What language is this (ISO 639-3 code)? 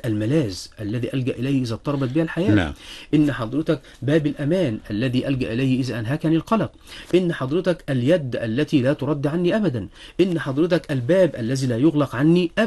ara